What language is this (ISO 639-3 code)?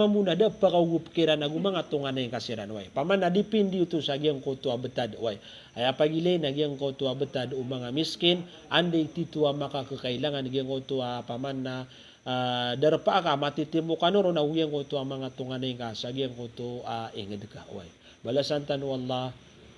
mrw